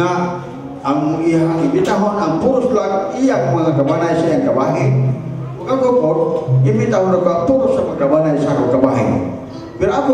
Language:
Cebuano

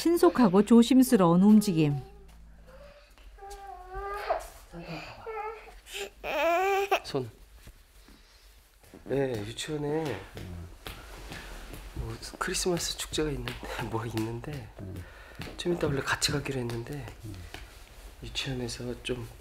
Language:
Korean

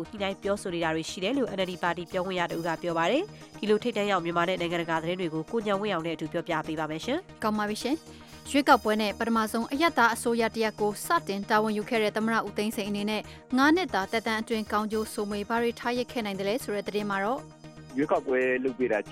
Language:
Burmese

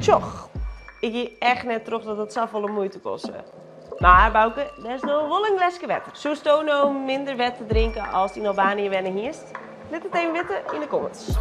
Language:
Western Frisian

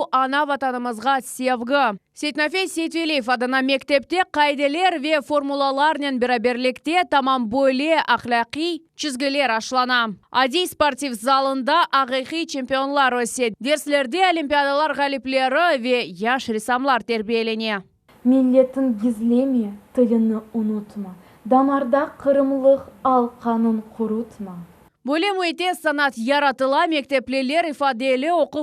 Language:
Crimean Tatar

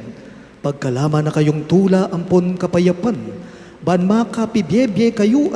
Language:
Pampanga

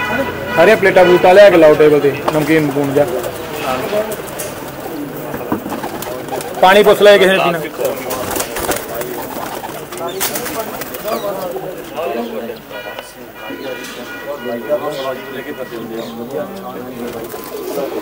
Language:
Punjabi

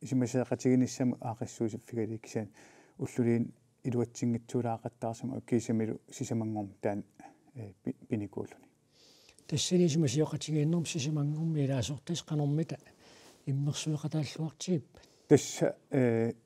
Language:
Kalaallisut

